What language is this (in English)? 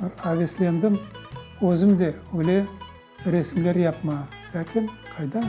Crimean Tatar